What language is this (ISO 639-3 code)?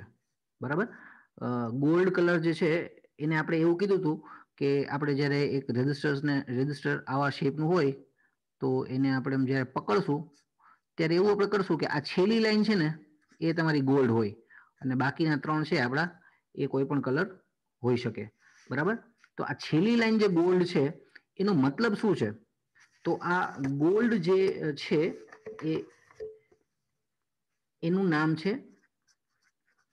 guj